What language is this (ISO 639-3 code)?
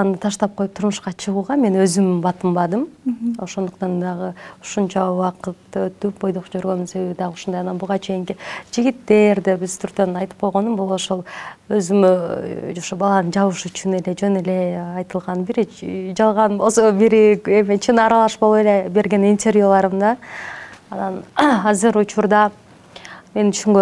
kir